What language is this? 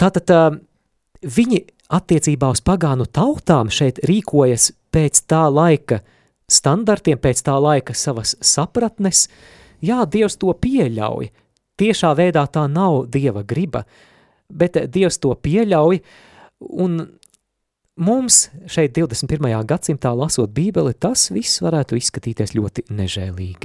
Latvian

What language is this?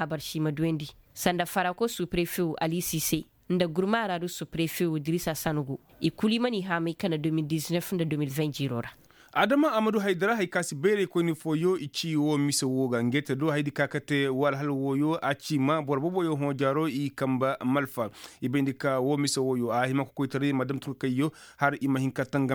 Koyraboro Senni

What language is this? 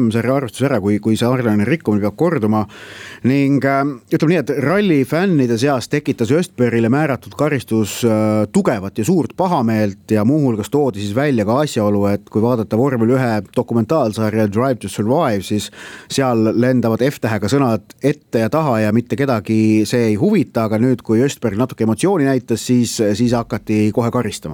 Estonian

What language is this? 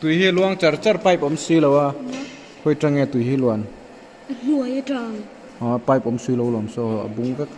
Mizo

